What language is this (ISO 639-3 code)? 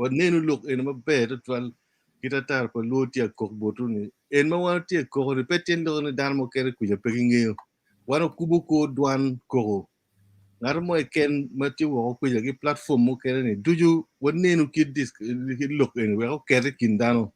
ach